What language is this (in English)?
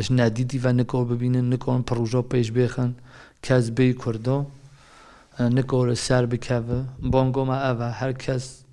Kurdish